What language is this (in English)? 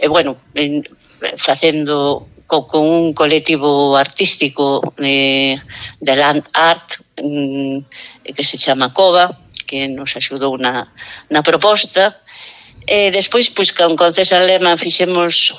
Galician